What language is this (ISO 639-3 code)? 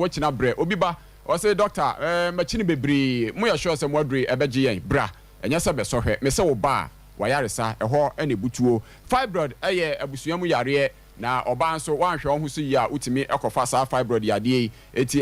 aka